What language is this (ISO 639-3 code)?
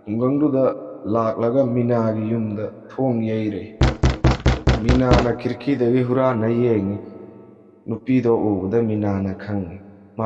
mni